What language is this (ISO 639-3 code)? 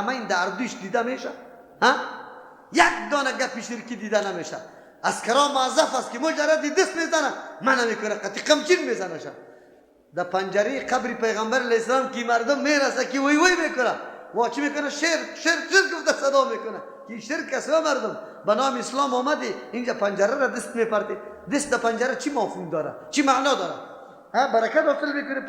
fas